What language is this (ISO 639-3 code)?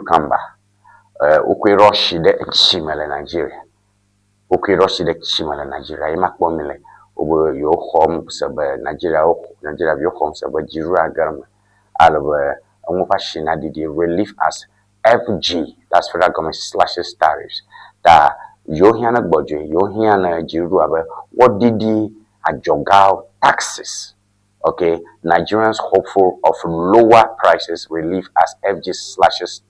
ewe